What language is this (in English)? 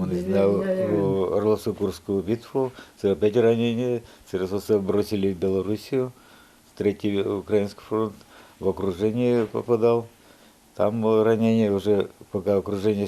Udmurt